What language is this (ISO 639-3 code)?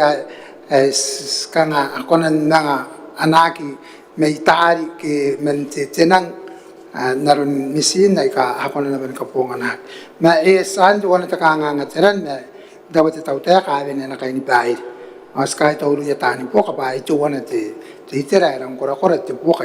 gil